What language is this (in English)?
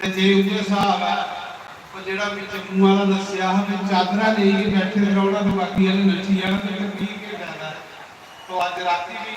Dogri